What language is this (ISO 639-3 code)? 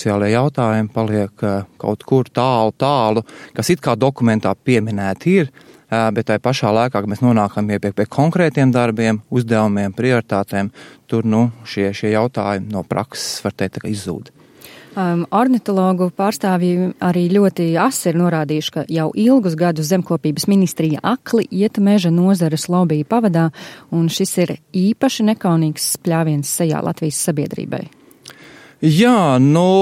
lav